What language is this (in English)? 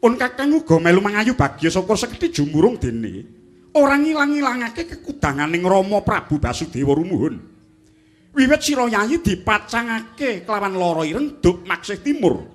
Javanese